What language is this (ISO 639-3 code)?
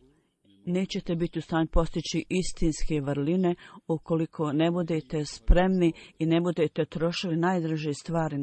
bos